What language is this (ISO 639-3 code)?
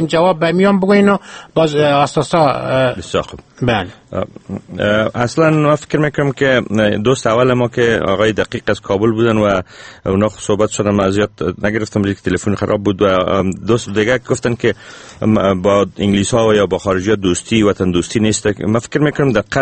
fas